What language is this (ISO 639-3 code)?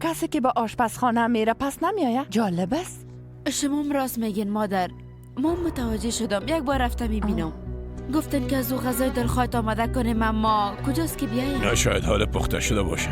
fas